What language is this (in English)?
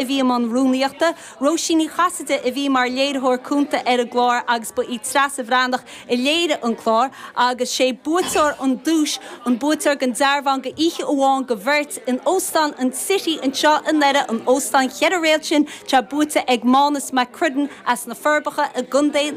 Irish